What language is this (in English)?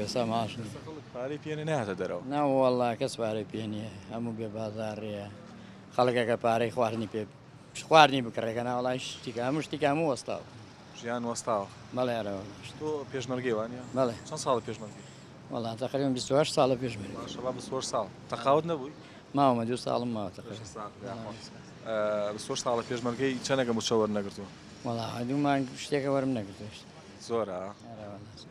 Central Kurdish